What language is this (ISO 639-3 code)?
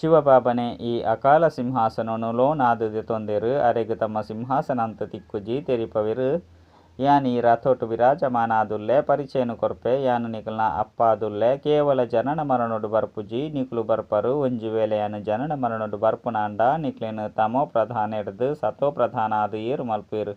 tcy